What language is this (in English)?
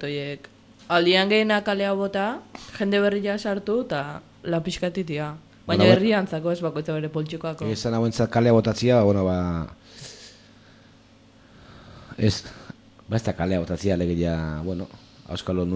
Basque